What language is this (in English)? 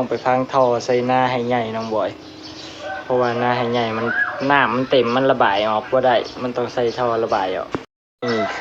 Lao